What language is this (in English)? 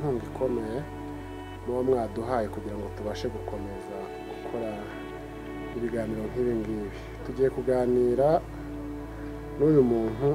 Kinyarwanda